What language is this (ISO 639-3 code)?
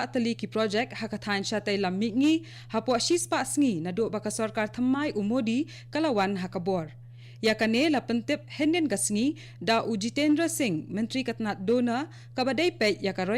kha